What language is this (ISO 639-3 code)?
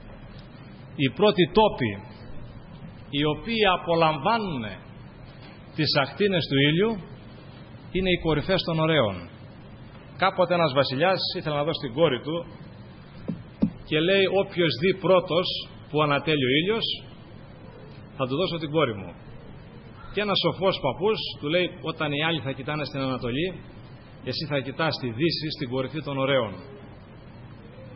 ell